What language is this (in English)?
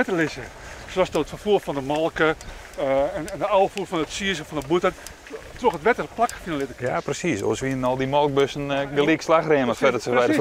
Western Frisian